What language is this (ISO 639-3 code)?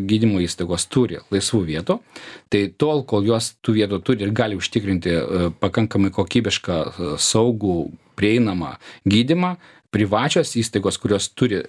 lit